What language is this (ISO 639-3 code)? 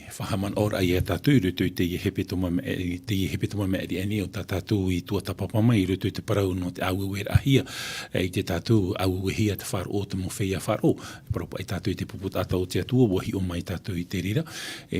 tah